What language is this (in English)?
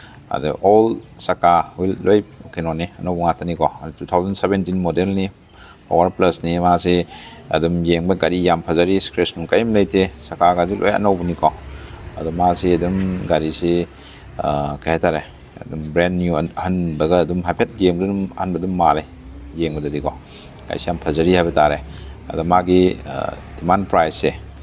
Manipuri